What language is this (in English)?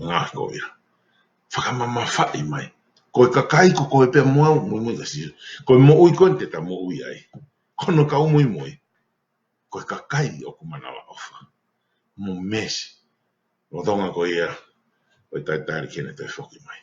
Tongan